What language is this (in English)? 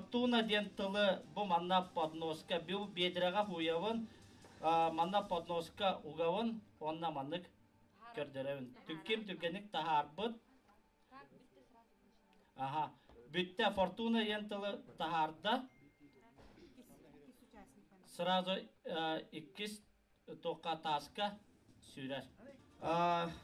Yakut